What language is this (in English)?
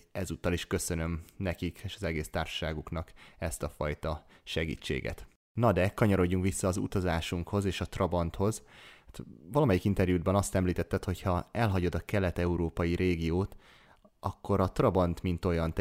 Hungarian